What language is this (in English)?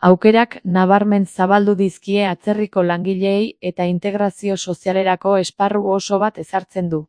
Basque